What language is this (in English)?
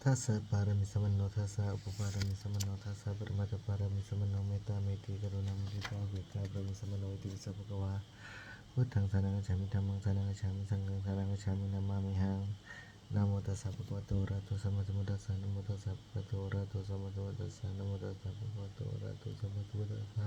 Pali